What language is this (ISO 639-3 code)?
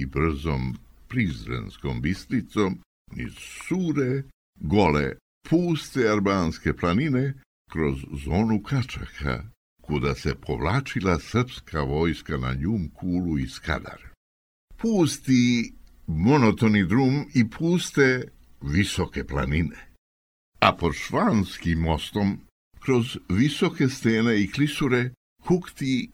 srp